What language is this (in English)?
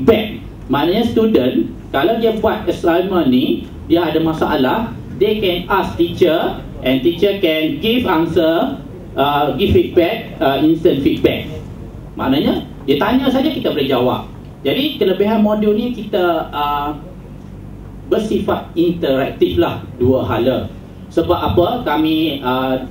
Malay